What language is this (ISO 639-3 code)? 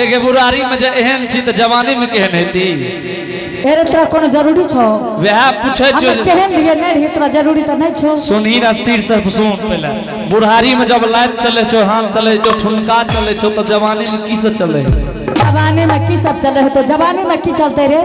anp